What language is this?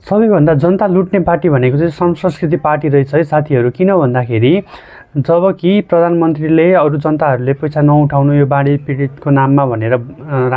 Nepali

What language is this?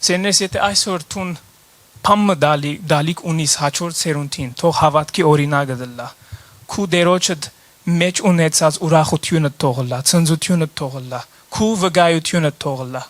Western Armenian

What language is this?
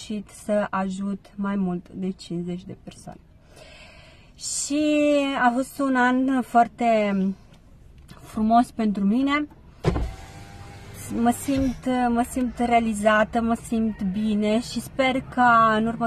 Romanian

